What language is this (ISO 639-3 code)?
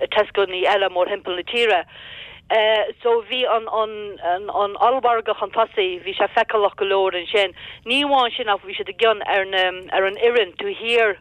gle